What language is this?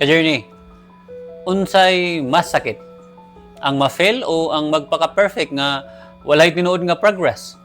Cebuano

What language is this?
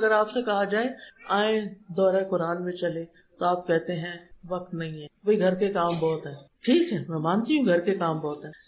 Urdu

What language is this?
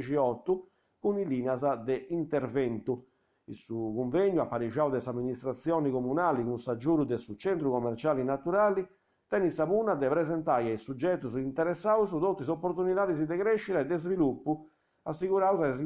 Sardinian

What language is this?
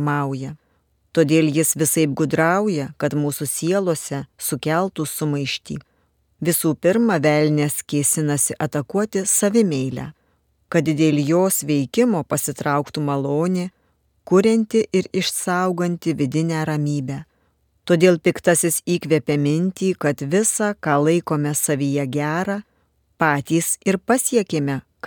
Lithuanian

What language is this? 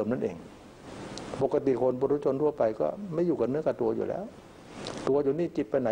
Thai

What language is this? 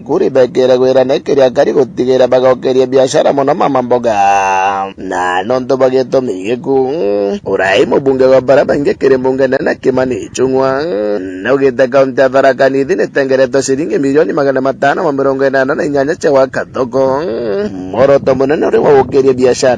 Meru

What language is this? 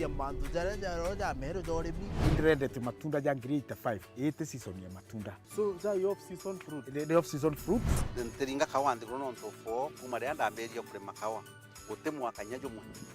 Meru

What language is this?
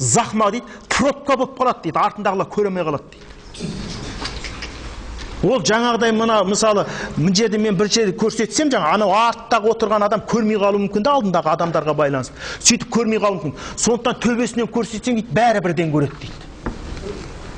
Kazakh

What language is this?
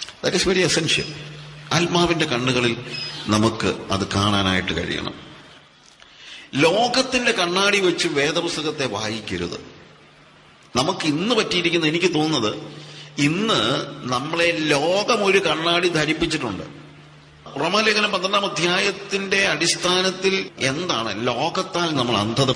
Malayalam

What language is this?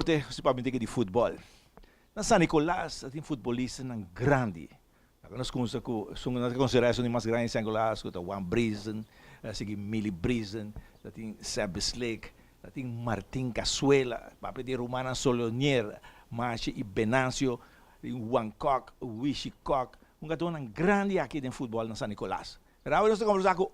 Papiamento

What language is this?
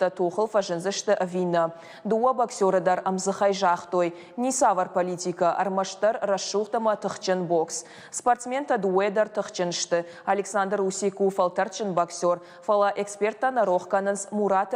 Ossetic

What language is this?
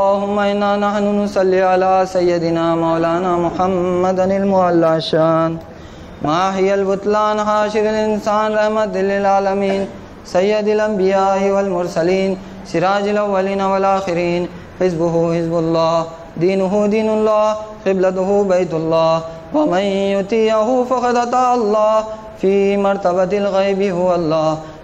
Urdu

